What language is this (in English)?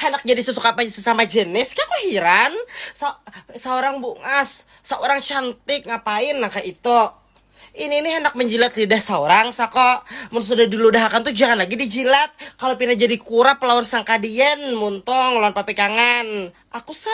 Banjar